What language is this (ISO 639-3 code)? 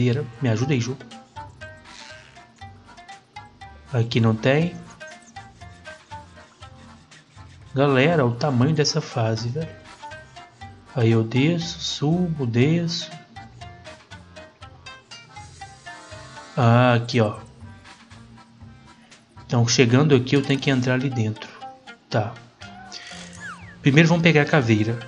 por